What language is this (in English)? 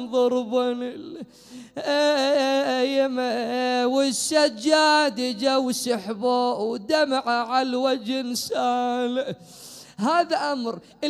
Mesopotamian Arabic